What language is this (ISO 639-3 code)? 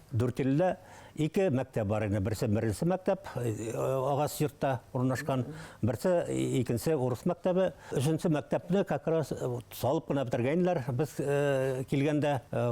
bak